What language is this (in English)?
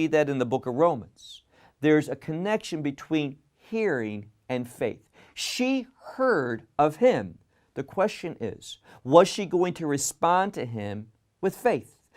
English